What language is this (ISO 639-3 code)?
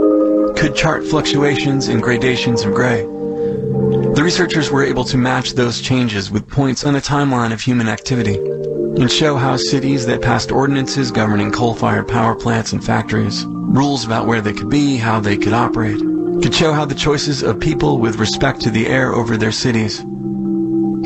eng